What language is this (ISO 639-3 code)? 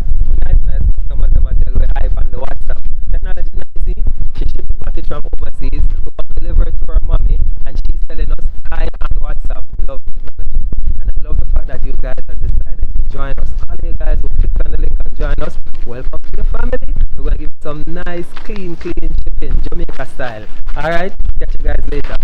jam